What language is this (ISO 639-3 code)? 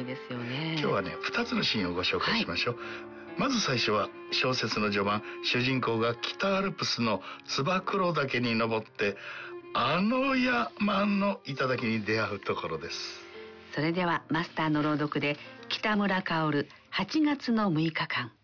jpn